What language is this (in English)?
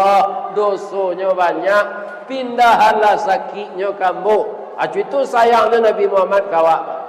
Minangkabau